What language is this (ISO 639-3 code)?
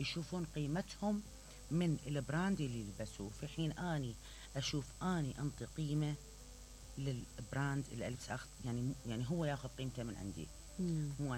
acm